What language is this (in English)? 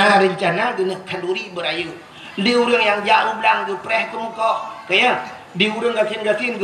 Achinese